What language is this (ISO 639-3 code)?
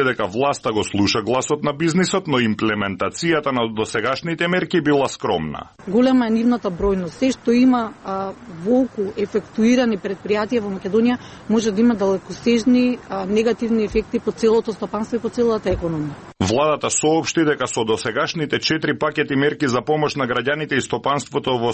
mkd